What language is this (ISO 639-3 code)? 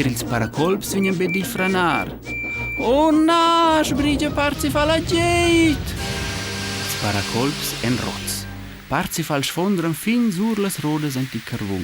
roh